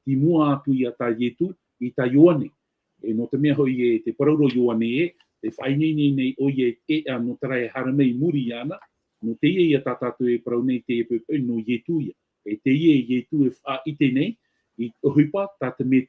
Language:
Tahitian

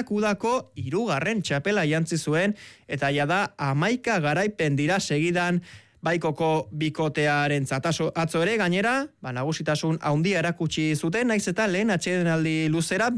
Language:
Basque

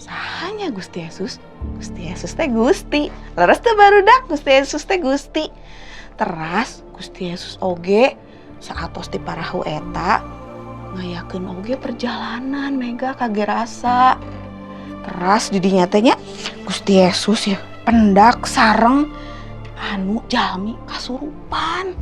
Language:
Sundanese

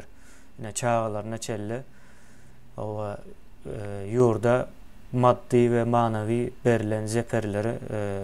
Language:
Turkmen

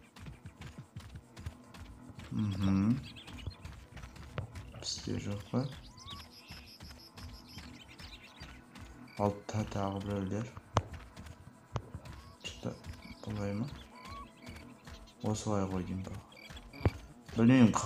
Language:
Kazakh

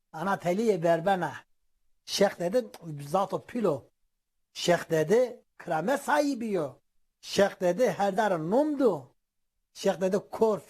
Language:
Zaza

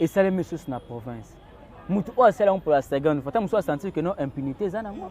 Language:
Lingala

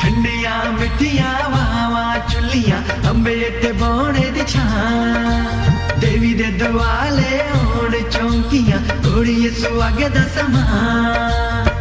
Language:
Dogri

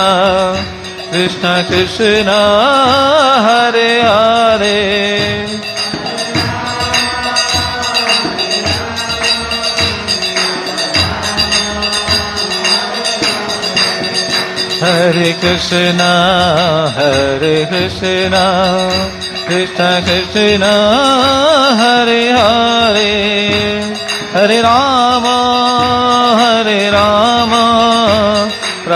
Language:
Odia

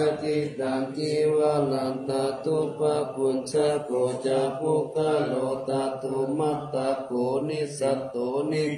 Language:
Pali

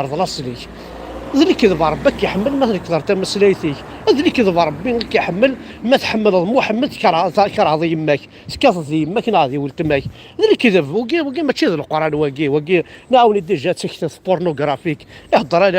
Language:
Kabyle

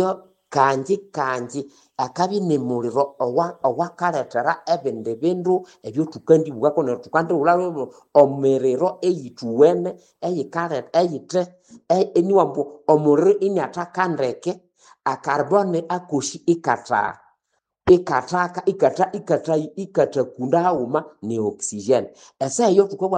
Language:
Nande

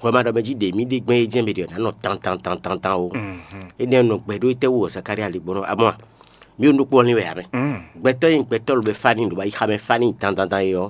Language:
Fon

